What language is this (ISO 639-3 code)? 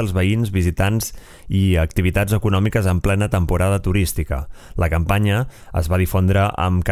cat